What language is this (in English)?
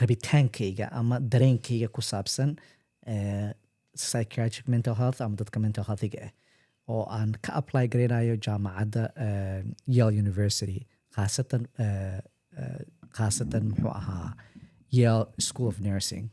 Somali